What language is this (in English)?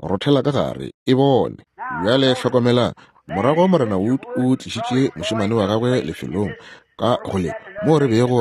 Northern Sotho